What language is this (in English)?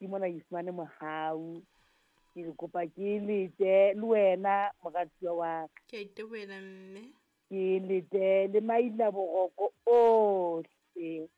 Southern Sotho